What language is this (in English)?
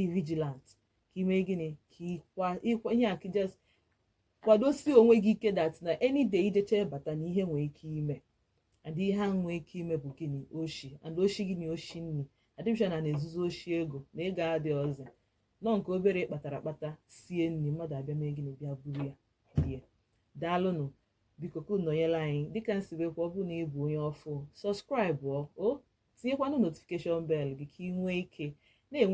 Igbo